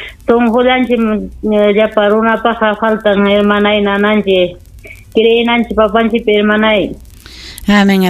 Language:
Ayacucho Quechua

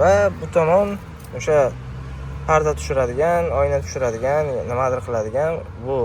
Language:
Uzbek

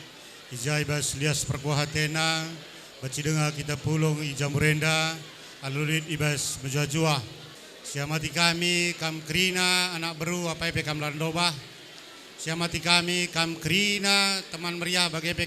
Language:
Batak Karo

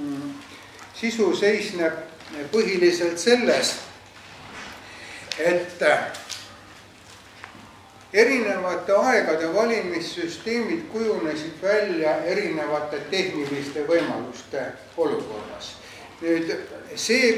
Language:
Estonian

